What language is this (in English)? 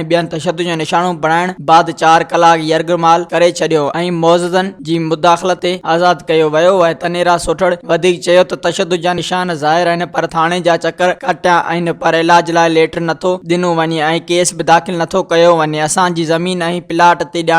Sindhi